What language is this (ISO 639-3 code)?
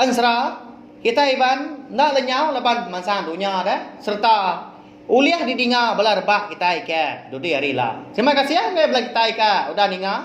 iba